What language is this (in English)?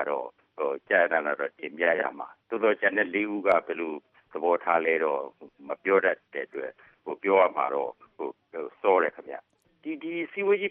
Burmese